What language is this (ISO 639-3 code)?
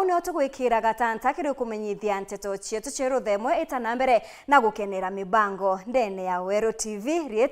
mer